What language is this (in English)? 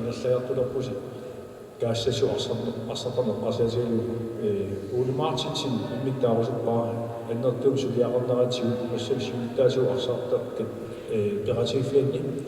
Kalaallisut